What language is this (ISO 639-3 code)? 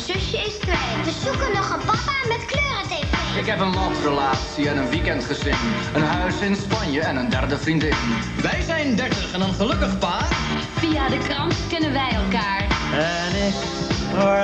nld